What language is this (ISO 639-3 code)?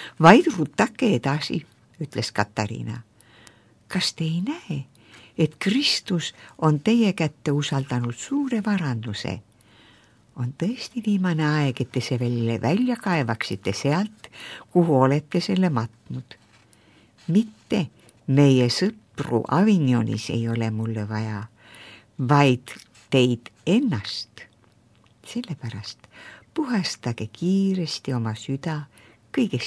est